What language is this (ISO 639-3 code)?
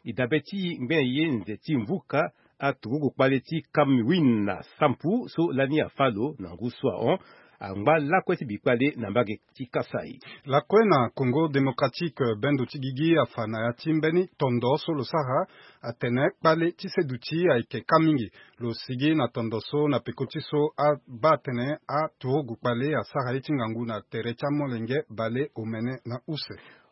sag